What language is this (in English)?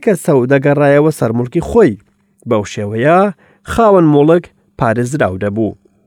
Central Kurdish